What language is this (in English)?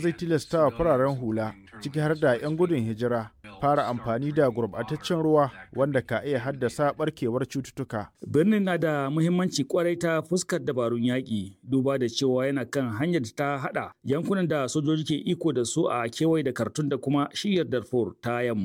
Hausa